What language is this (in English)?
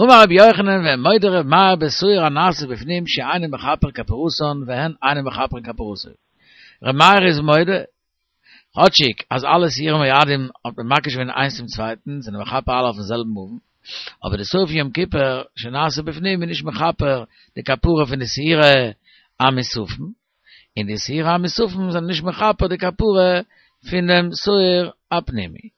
Yiddish